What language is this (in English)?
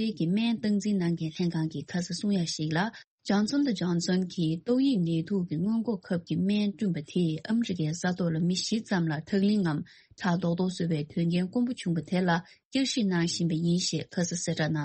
Tibetan